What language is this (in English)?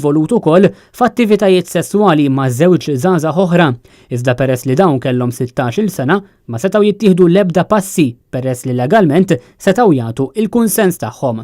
Maltese